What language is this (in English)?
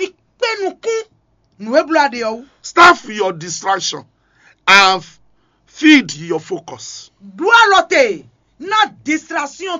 Fon